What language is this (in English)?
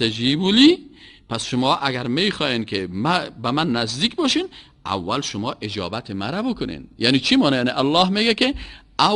Persian